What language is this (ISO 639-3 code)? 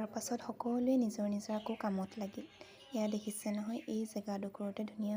asm